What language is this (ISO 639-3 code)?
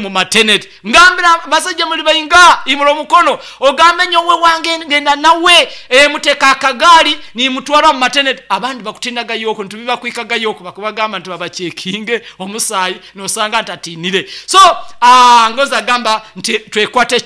nyn